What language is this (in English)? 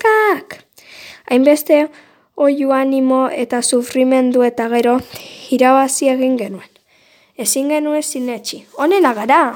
Basque